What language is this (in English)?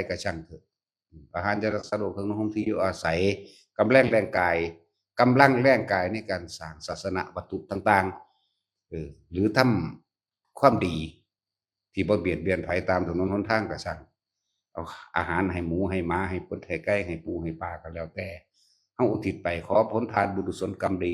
Northeastern Thai